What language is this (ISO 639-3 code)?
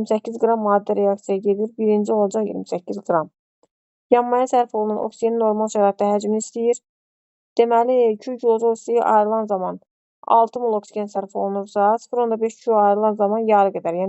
aze